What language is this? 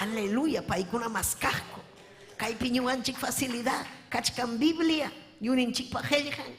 Ayacucho Quechua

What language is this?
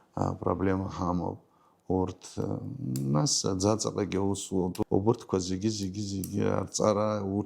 Abkhazian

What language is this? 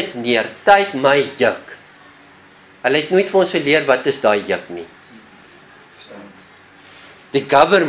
Afrikaans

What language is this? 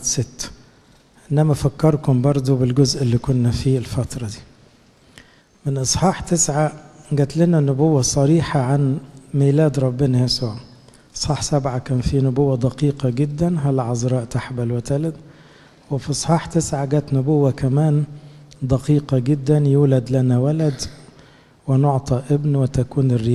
Egyptian Arabic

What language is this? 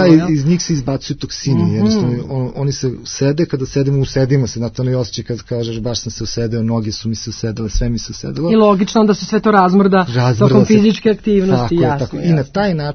Serbian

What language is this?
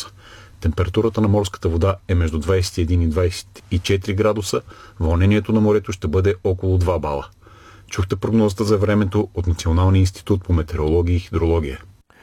Bulgarian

